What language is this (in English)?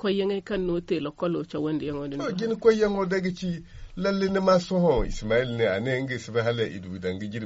Zarma